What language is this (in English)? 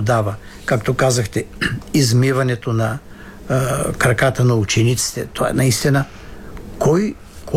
Bulgarian